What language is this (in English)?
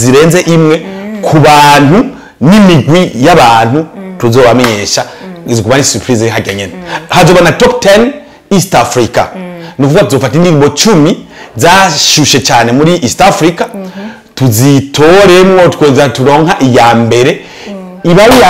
Rundi